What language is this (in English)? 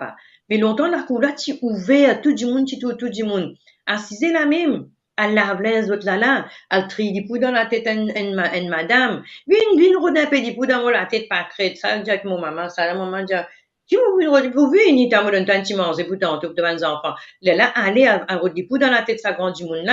Morisyen